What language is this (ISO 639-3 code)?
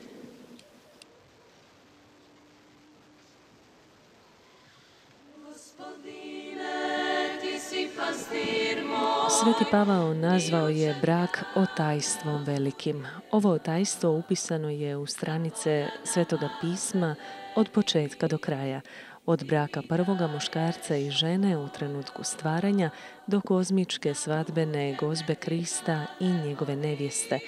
hrv